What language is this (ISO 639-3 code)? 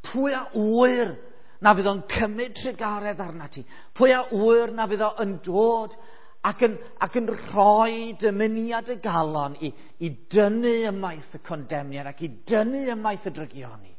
cym